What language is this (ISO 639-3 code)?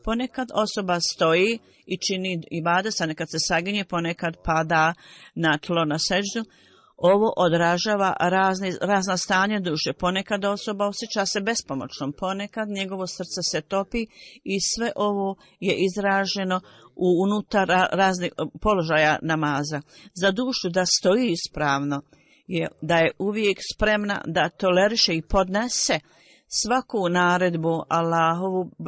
bos